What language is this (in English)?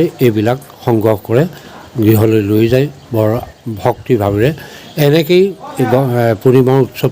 Assamese